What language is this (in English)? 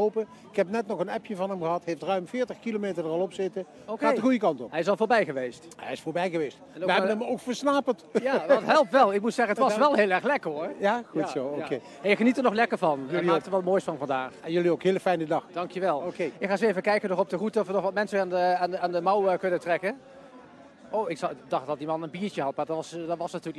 Dutch